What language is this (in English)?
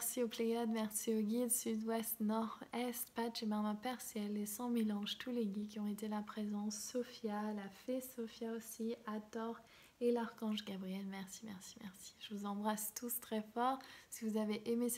French